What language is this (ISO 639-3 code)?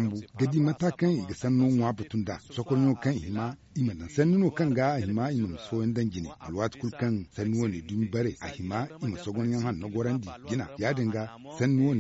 dje